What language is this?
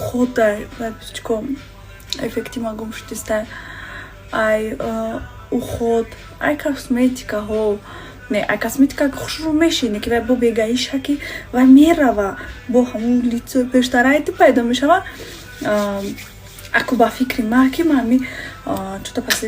Tajik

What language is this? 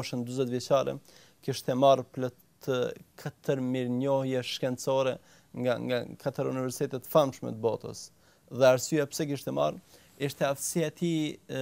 Albanian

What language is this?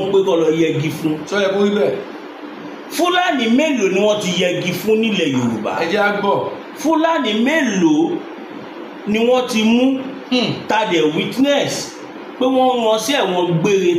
Yoruba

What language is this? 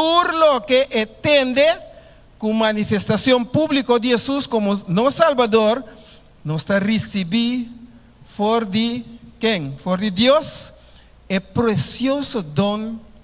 Papiamento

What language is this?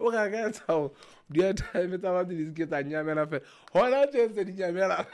Southern Sotho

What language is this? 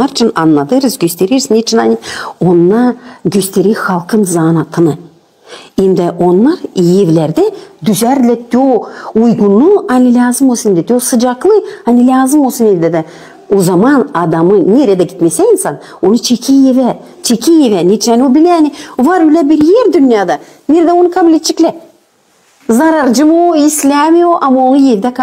Gagauz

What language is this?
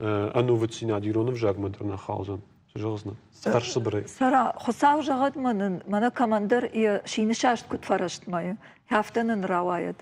Ossetic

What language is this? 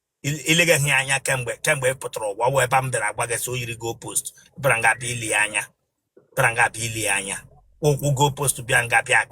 Igbo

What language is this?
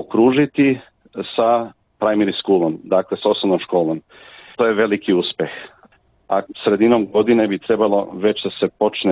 Serbian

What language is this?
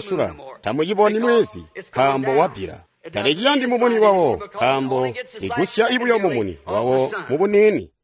Tonga (Zambia)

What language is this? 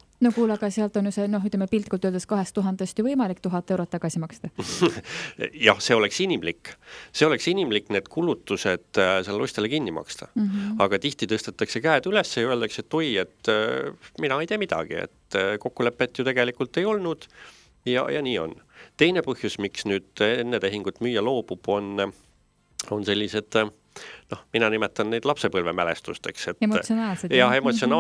Estonian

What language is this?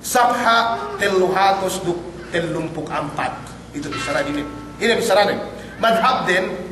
Yakan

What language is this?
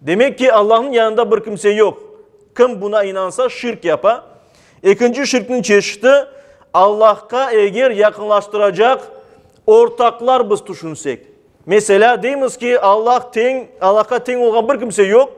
Crimean Tatar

